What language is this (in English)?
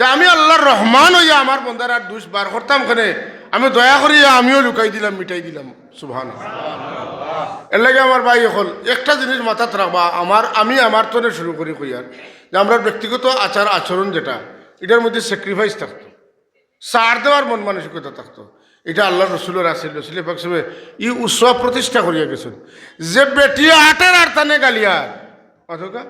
Sylheti